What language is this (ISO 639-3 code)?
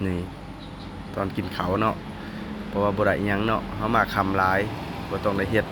lao